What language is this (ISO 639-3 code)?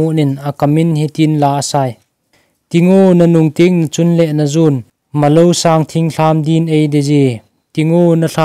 tcz